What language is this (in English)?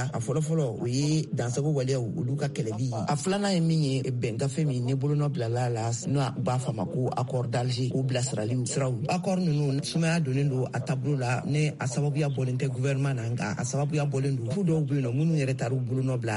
Bambara